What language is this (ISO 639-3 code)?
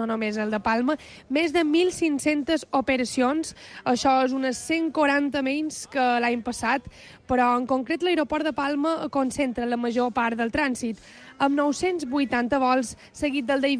cat